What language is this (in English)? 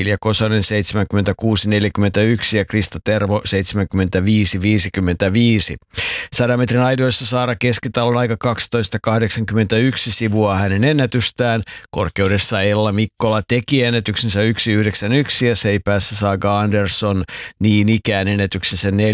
Finnish